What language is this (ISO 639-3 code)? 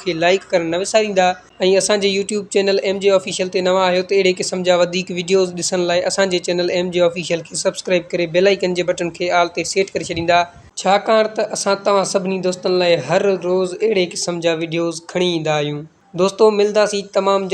snd